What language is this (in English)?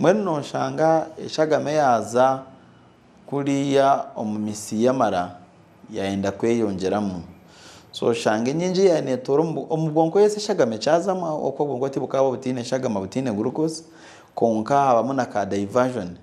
Nyankole